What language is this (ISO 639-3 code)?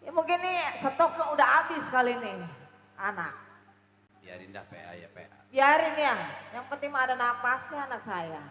bew